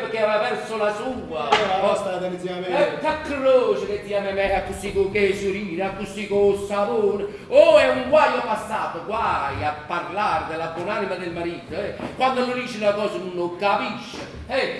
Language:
Neapolitan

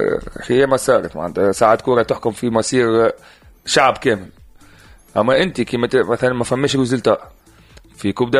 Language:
Tunisian Arabic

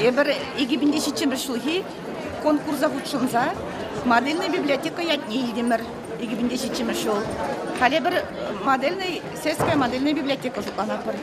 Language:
Chuvash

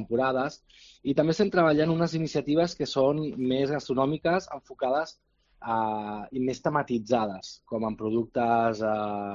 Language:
Catalan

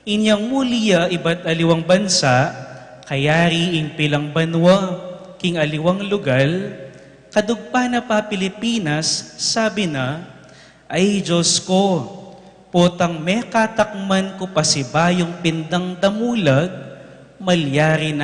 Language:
Pampanga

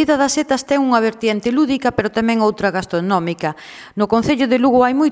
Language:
Galician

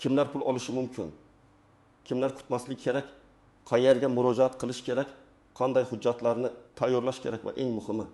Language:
Uzbek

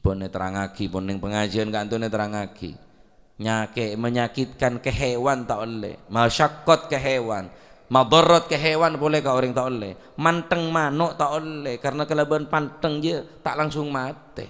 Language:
Madurese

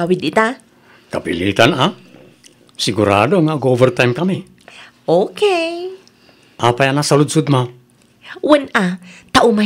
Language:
Iloko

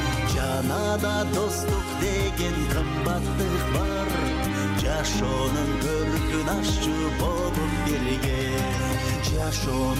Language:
Kyrgyz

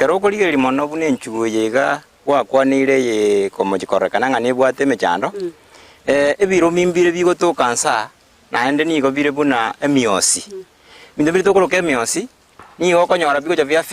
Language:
Gusii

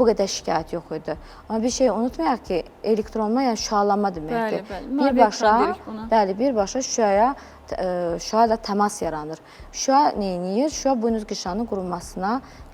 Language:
Azerbaijani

